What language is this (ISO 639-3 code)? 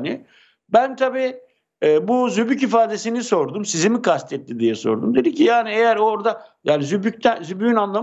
tur